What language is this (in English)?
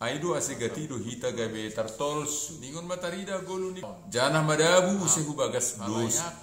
Batak Simalungun